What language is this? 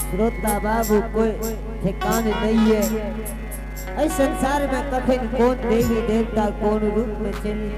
Angika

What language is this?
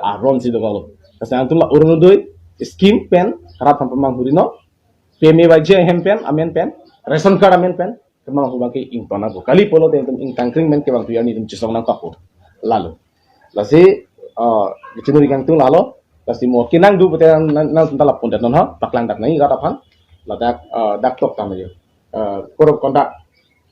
Karbi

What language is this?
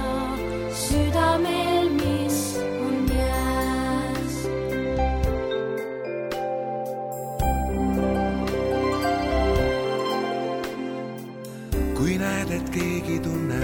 Estonian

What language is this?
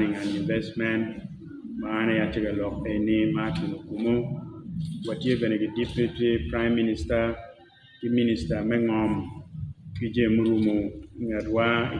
Acoli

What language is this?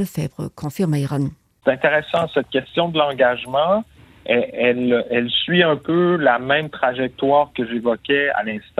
Luxembourgish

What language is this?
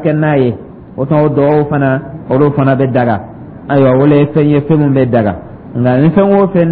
Dyula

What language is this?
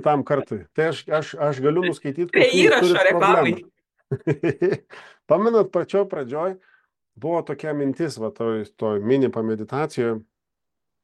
Lithuanian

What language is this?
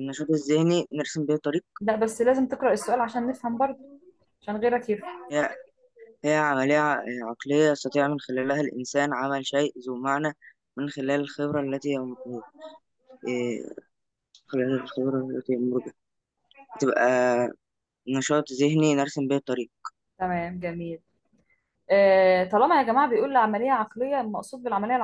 Egyptian Arabic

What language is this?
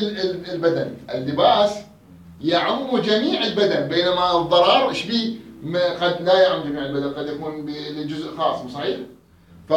Mesopotamian Arabic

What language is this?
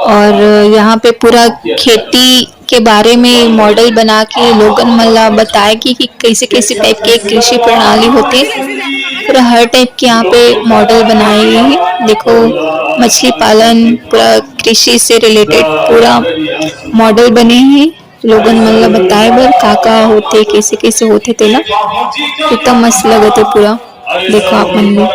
Chhattisgarhi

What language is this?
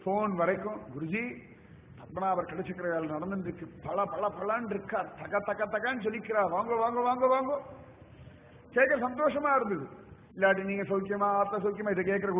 Tamil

